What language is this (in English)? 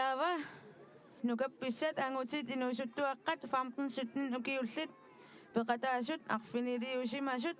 Kalaallisut